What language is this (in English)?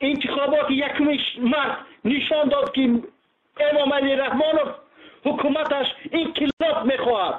Tajik